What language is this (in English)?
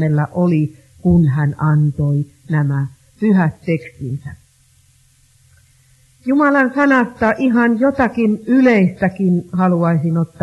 Finnish